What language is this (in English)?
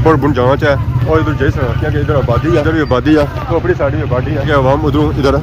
Pahari-Potwari